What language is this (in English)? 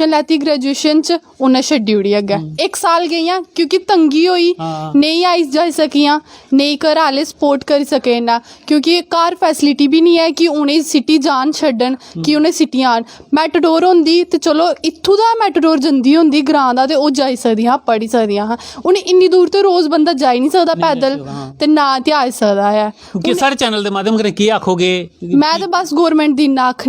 Dogri